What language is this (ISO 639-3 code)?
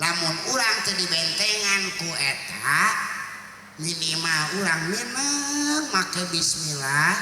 sun